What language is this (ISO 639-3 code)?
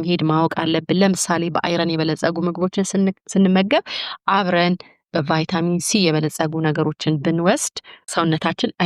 amh